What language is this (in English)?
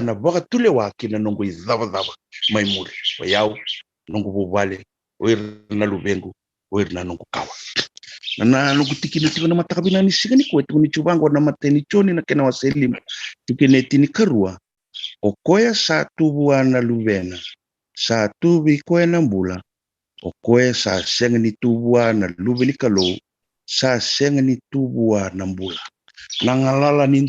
Fijian